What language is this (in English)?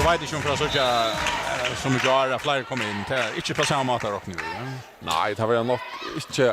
Faroese